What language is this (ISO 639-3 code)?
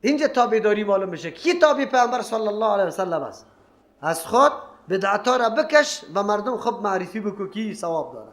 fas